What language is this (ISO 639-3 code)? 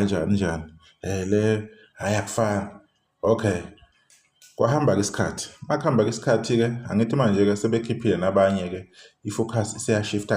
zul